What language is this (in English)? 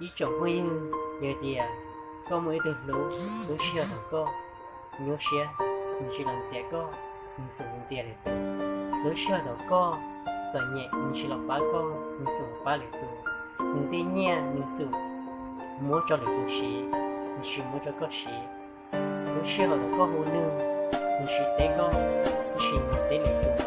Hmong